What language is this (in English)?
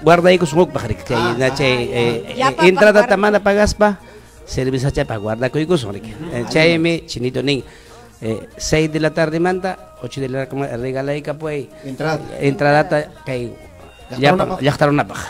Ayacucho Quechua